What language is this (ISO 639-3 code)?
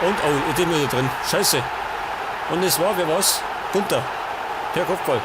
bar